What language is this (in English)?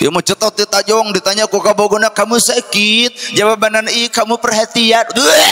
Sundanese